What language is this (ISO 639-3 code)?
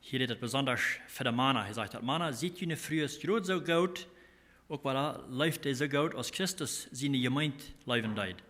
pdt